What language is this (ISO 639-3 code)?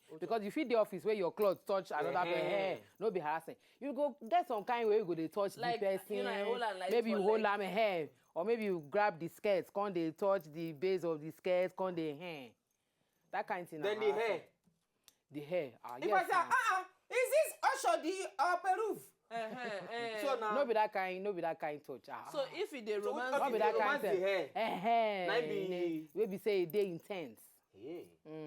pcm